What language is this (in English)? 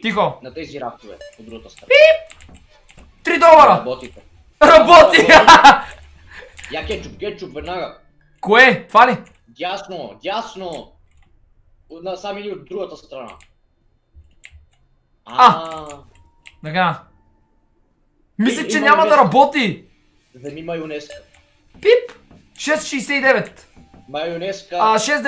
Bulgarian